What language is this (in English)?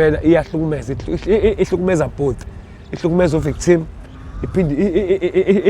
Zulu